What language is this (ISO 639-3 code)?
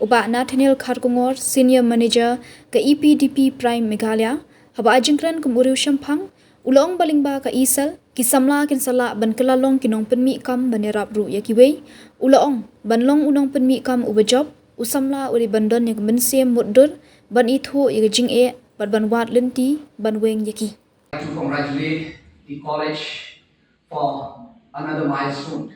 kha